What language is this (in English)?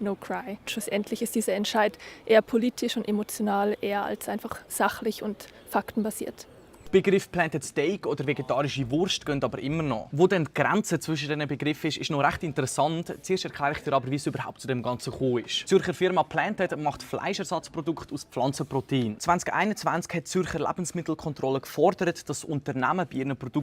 Swiss German